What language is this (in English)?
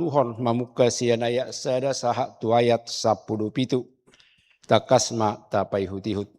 Batak Toba